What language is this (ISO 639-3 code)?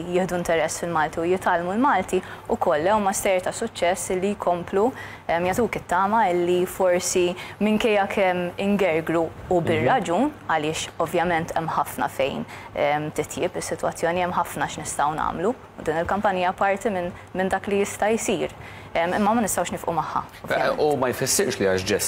mlt